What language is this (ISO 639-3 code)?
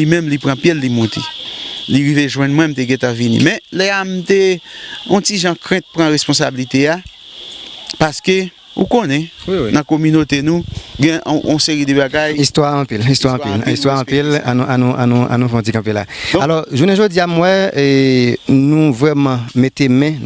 hat